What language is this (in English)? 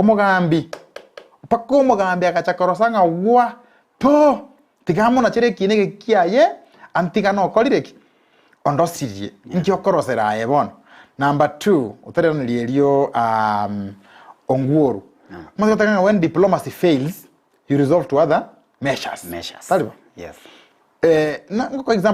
Gusii